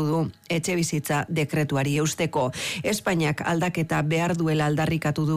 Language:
Basque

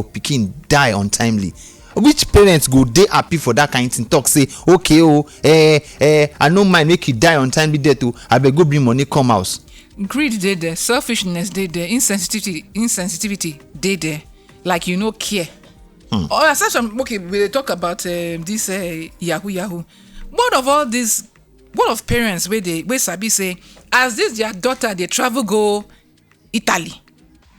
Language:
Nigerian Pidgin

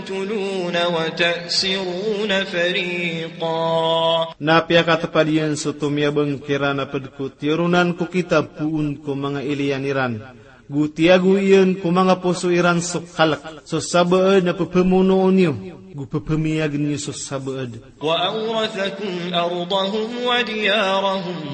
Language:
Maranao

